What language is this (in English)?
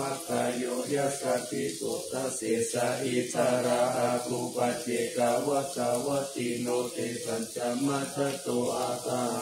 Pali